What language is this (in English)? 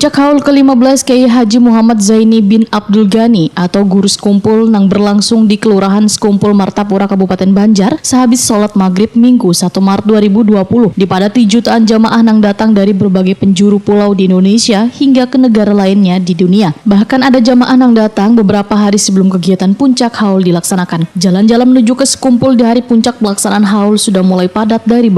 Banjar